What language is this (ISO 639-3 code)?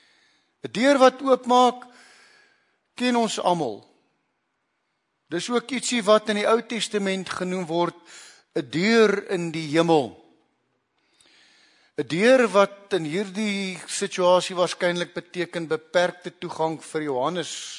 afr